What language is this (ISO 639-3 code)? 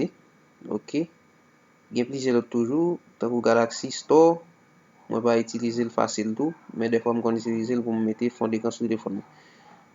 hat